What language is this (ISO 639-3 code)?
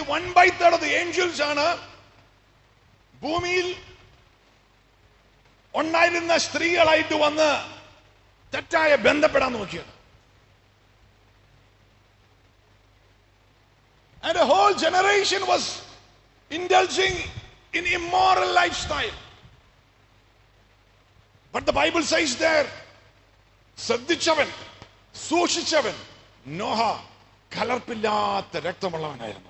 mal